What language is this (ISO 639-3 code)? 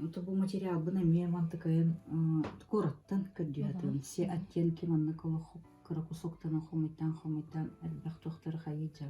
sah